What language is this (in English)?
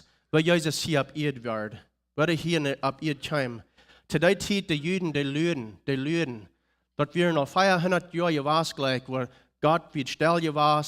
Plautdietsch